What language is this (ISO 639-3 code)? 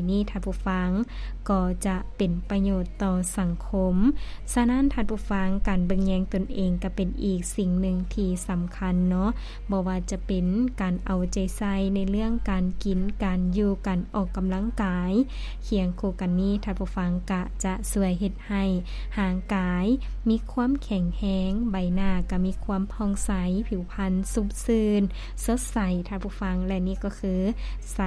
lao